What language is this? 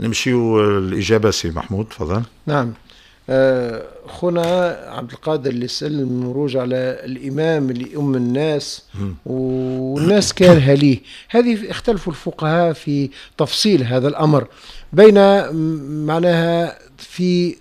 Tunisian Arabic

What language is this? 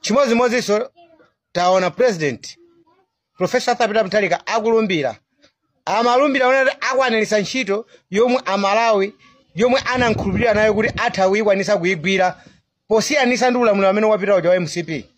Nyanja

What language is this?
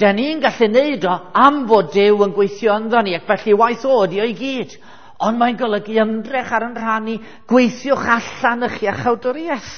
Welsh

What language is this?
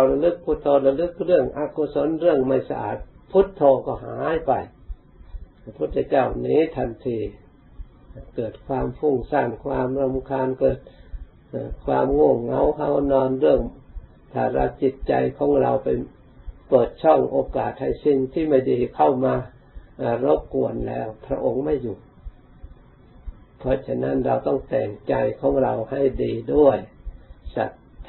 Thai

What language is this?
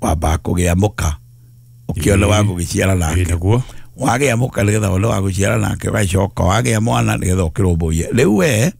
Kikuyu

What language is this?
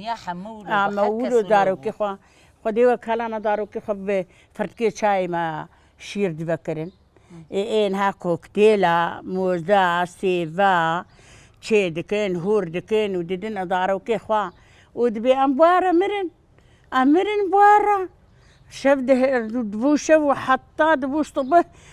Kurdish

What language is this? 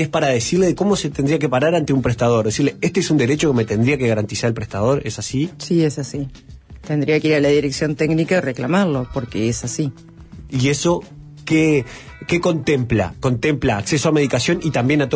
Spanish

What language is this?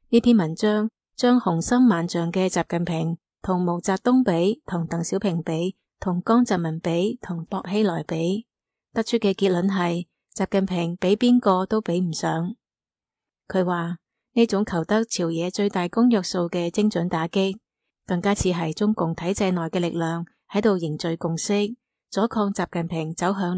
Cantonese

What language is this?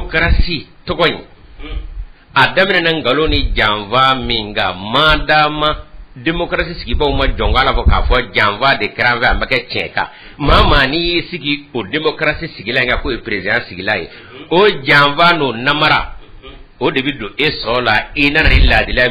Bambara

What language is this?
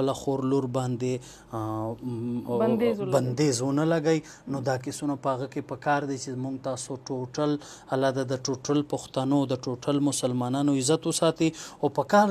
Pashto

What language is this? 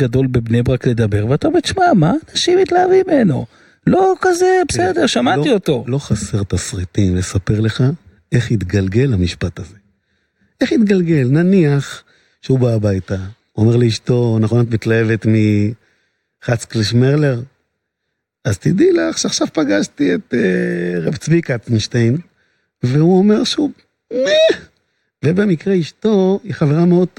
Hebrew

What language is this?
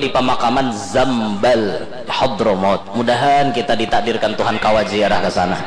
Banjar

